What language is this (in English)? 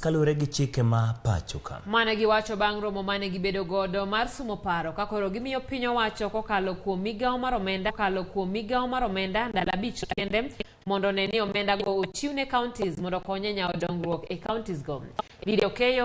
Luo (Kenya and Tanzania)